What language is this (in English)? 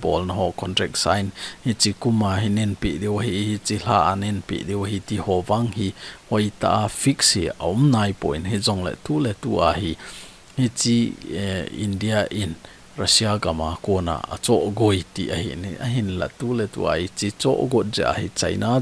Thado Chin